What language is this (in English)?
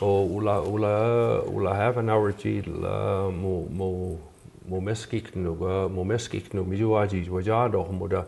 Mi'kmaw